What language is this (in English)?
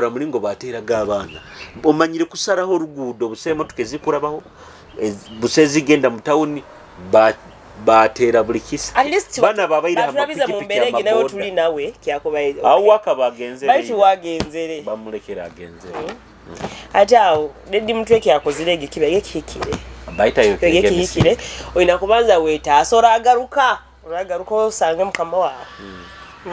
Nyoro